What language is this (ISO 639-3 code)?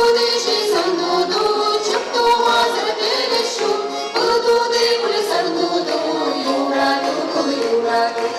chv